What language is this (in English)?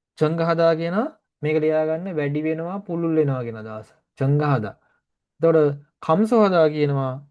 Sinhala